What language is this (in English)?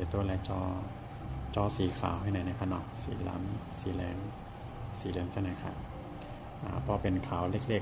Shan